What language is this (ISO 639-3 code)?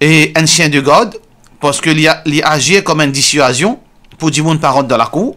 mfe